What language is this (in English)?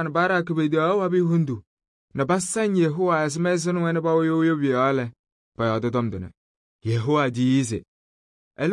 Kabiyè